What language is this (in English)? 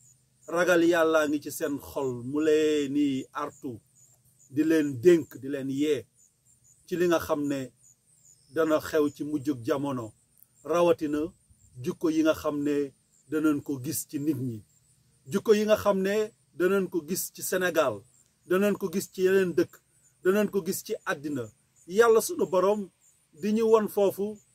Wolof